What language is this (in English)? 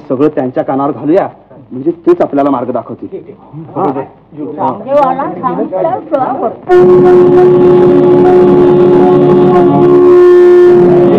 Marathi